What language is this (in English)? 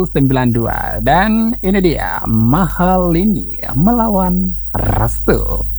Indonesian